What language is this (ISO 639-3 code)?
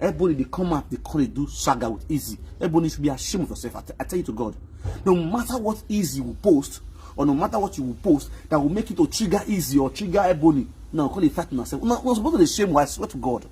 pcm